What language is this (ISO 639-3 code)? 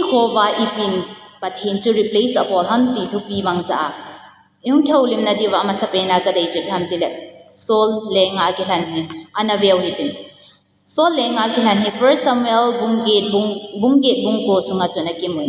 tcz